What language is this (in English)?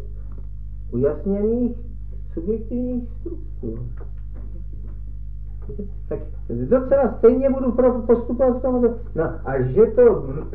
Czech